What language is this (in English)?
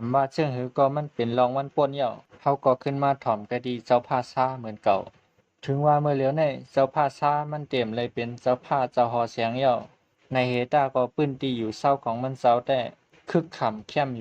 Shan